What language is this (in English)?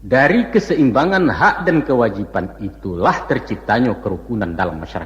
Minangkabau